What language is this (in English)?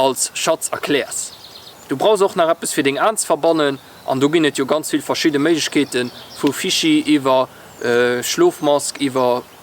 Luxembourgish